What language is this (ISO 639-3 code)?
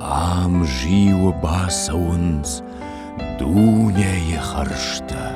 oss